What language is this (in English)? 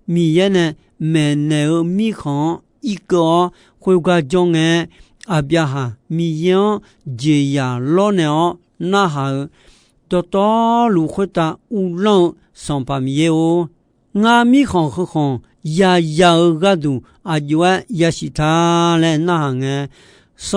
Akha